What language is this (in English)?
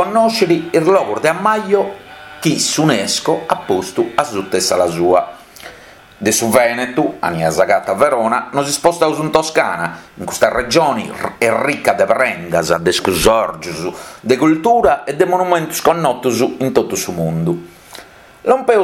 Sardinian